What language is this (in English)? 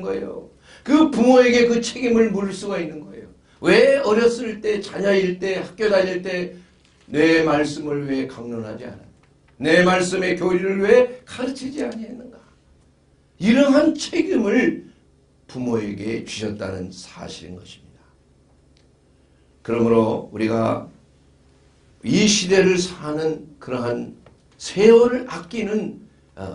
Korean